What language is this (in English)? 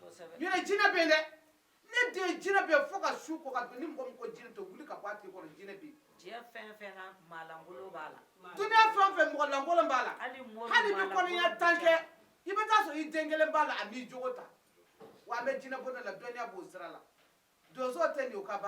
Bambara